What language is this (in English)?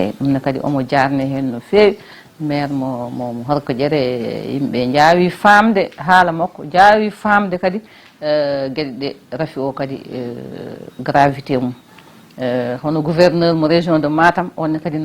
Fula